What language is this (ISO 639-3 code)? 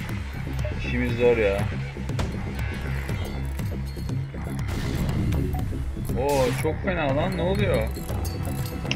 tur